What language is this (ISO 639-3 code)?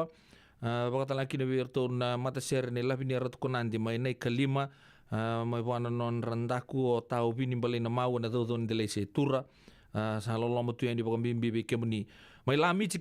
fij